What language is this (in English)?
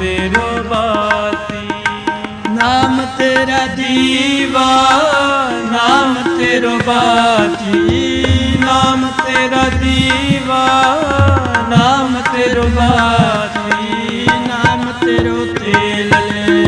Punjabi